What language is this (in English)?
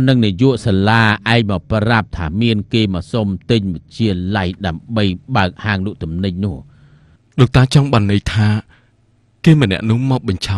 Khmer